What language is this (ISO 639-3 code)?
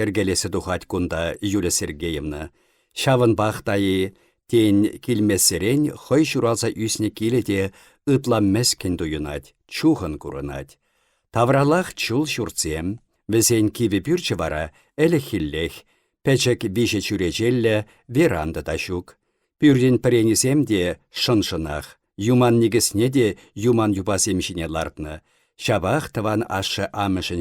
chv